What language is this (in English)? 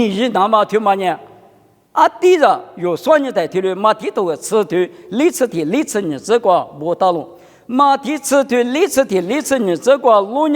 Lisu